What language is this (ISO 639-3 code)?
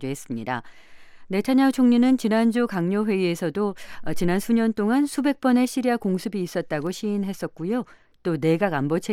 kor